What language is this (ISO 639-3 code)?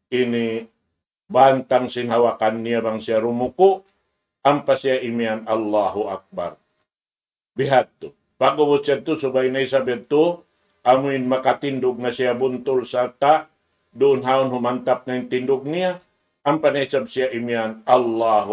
tsg